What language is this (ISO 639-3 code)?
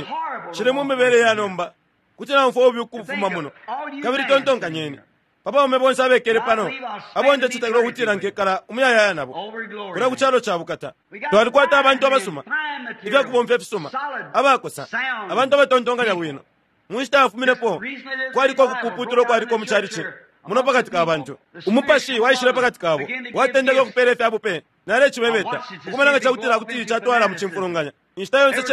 bem